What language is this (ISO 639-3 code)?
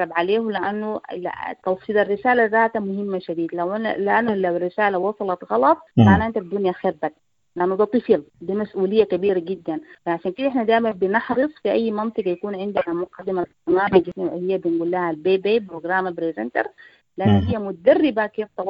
apd